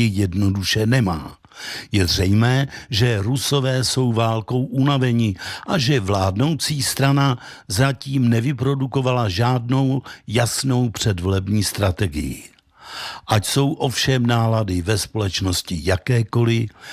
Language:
Czech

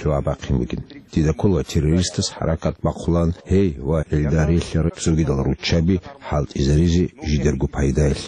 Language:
Avaric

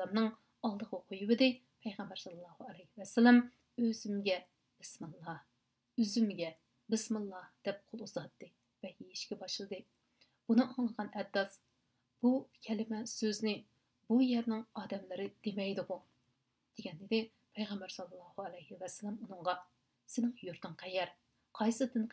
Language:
Uyghur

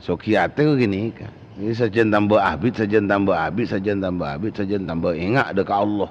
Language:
Madurese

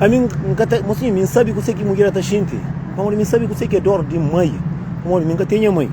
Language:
Kabuverdianu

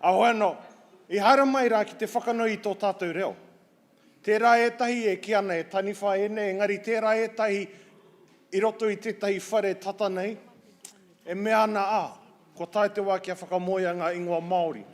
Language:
Māori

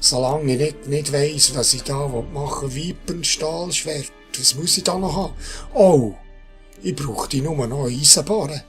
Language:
Swiss German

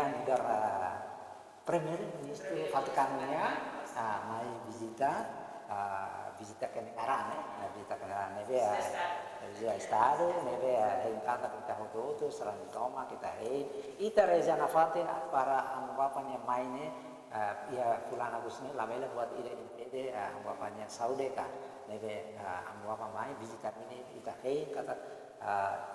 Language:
Tetum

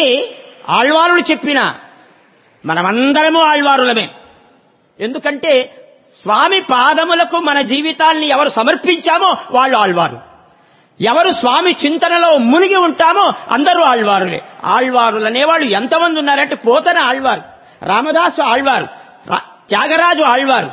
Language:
Telugu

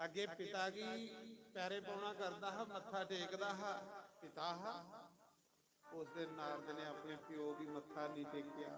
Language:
Dogri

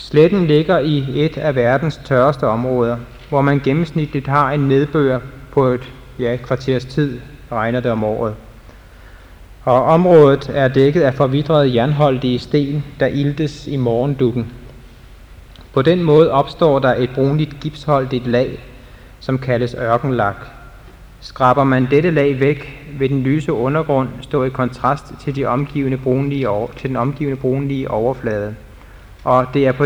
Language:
Danish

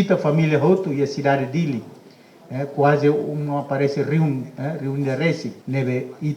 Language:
Tetum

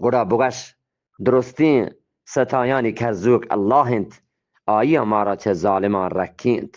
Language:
Eastern Balochi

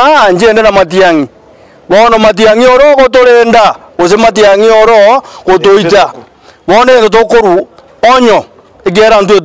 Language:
Gusii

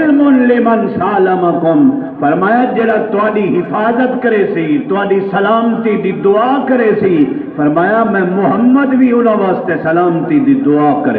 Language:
Saraiki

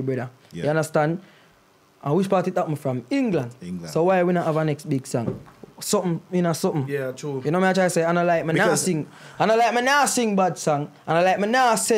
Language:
Jamaican Creole English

